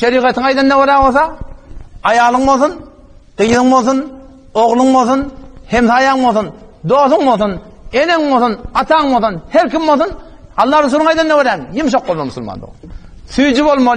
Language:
Turkmen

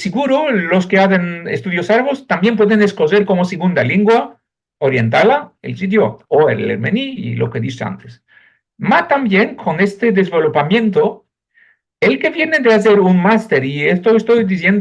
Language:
Ladino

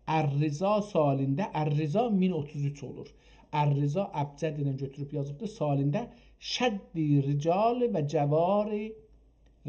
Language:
South Azerbaijani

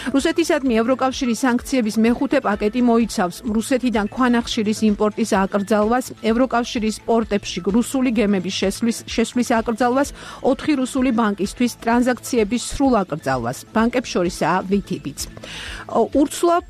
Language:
Georgian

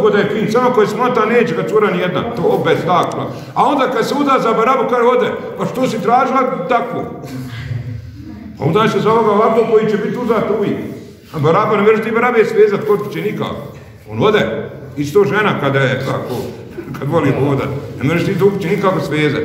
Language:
Bosnian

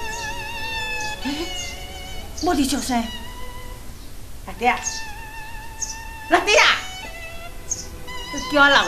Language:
Min Nan Chinese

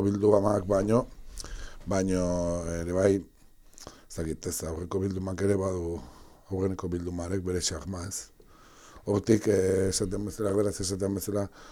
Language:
Basque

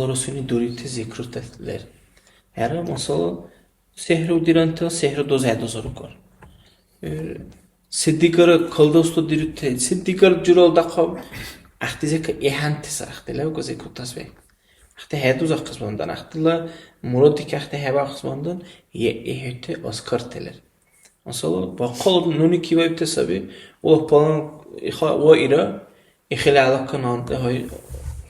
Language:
Dargwa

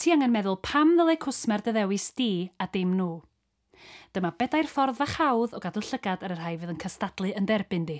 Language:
Welsh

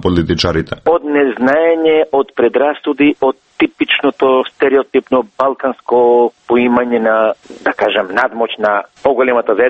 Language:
Macedonian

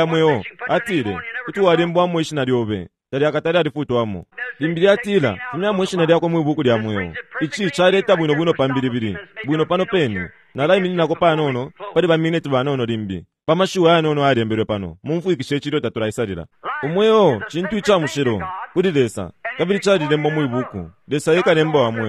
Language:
Bemba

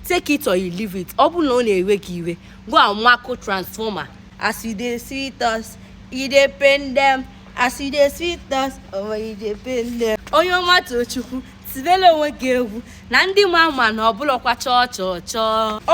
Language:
Igbo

